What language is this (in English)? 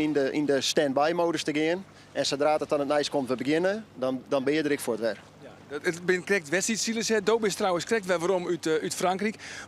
Western Frisian